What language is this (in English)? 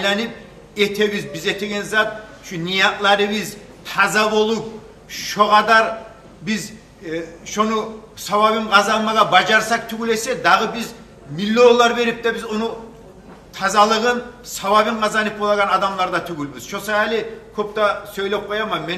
Kumyk